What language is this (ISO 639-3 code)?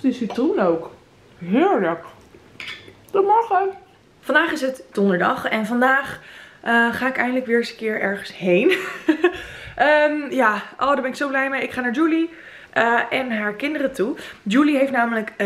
nld